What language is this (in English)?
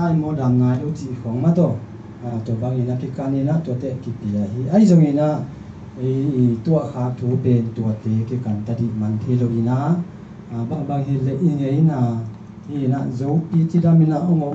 Tedim Chin